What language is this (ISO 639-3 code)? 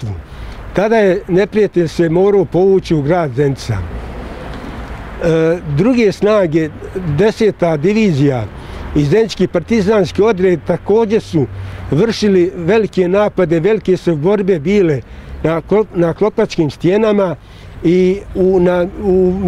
bos